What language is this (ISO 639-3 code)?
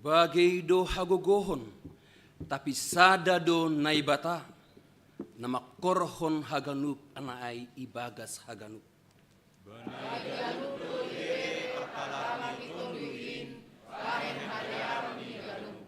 bts